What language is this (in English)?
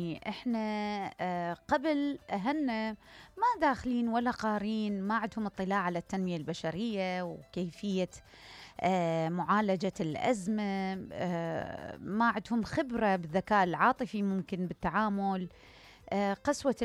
Mesopotamian Arabic